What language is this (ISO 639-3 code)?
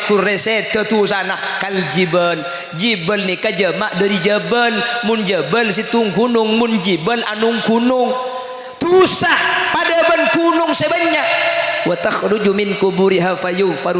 mad